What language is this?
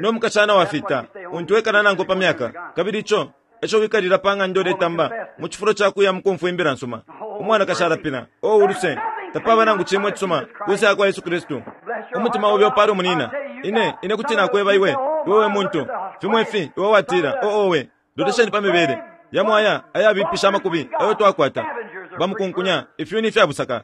Bemba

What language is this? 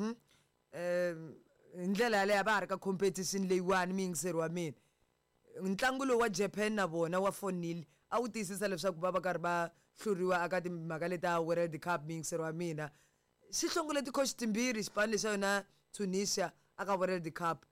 Tsonga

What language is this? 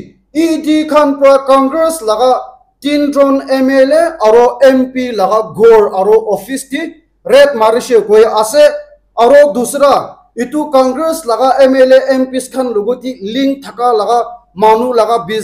Naga Pidgin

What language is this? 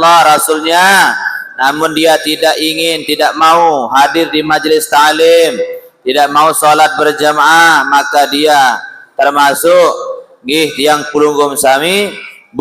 Sasak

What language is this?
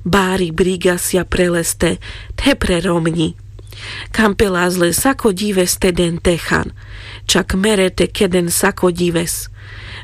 Carpathian Romani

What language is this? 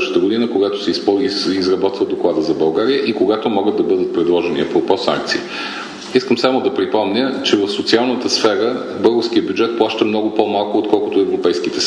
Bulgarian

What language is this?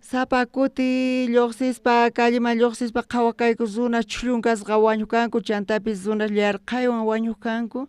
South Bolivian Quechua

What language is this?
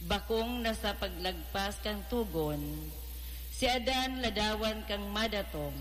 Bikol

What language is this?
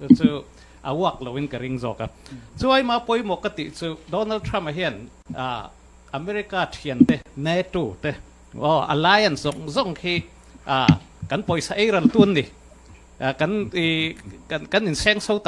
Hakha Chin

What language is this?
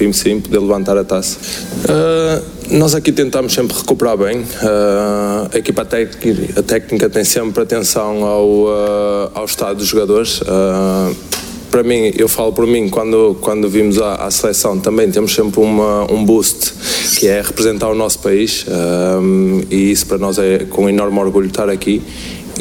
Portuguese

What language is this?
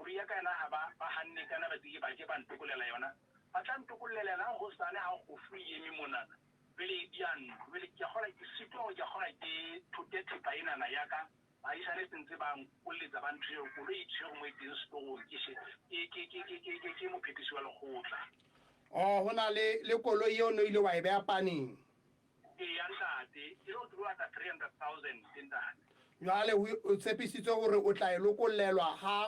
Southern Sotho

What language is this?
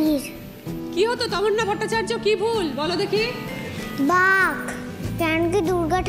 Bangla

